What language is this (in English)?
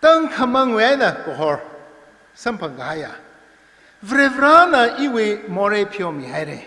Tangkhul Naga (India)